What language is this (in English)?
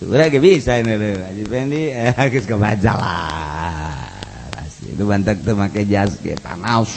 Sundanese